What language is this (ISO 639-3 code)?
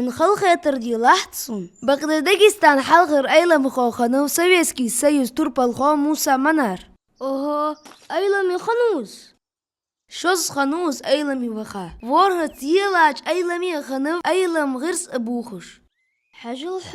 inh